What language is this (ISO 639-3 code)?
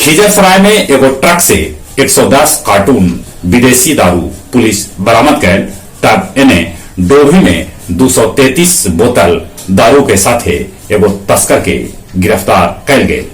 mag